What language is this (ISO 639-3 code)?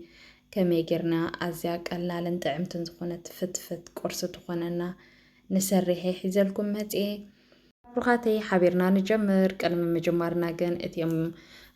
tir